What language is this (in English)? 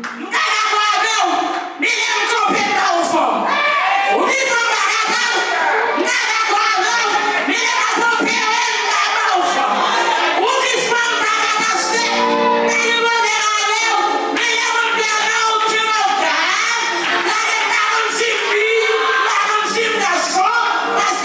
Haitian Creole